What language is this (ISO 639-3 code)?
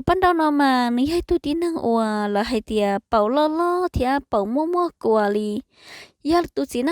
hmn